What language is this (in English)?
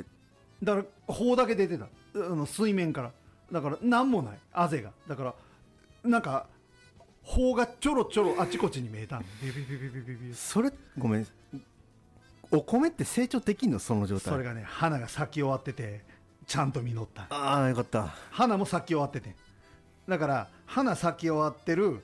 Japanese